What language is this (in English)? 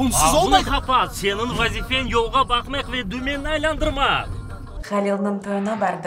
Crimean Tatar